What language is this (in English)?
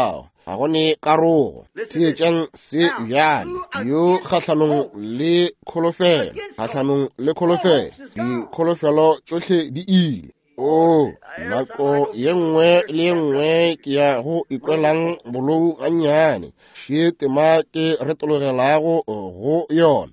Northern Sotho